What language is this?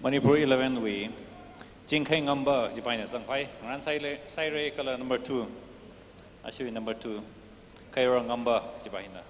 Tangkhul Naga (India)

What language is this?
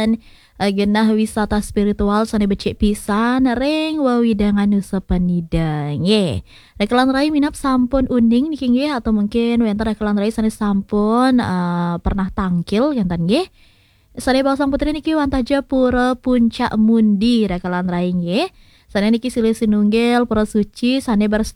Balinese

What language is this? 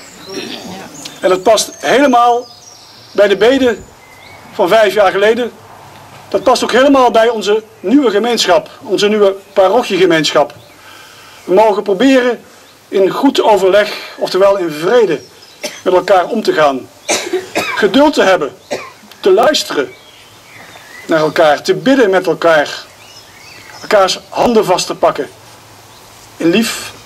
Dutch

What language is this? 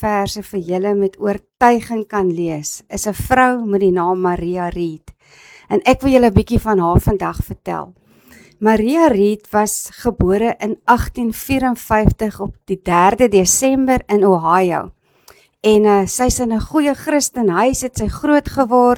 Afrikaans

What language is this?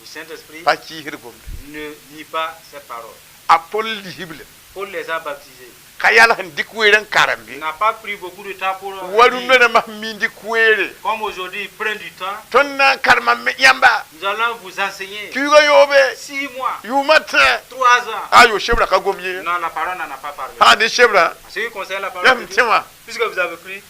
Mossi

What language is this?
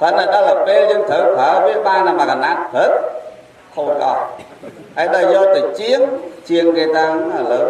Khmer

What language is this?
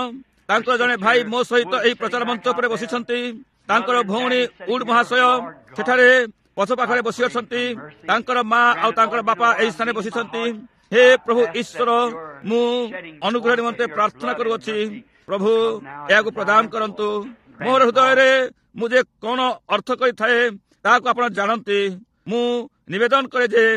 Odia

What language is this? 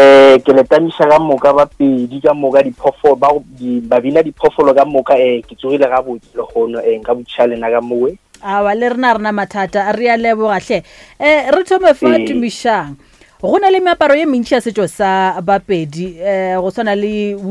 Northern Sotho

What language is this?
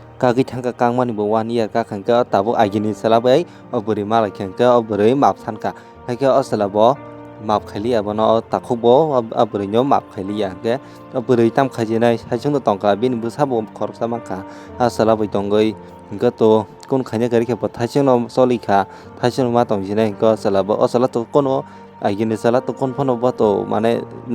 Kok Borok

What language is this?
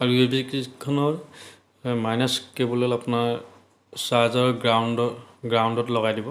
Assamese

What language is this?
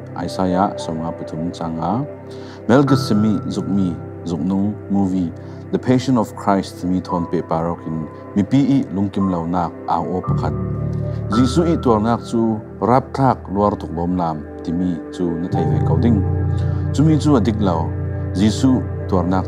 Falam Chin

